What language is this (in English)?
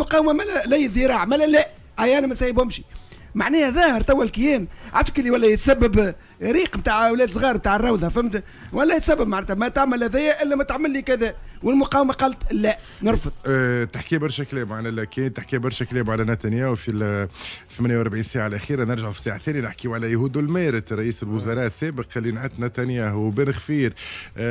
Tunisian Arabic